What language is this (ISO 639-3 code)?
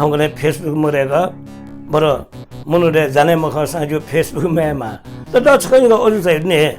new